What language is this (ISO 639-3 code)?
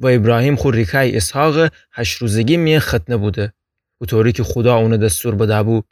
glk